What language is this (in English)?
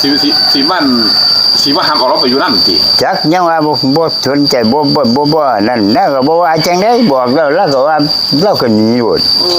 Northeastern Thai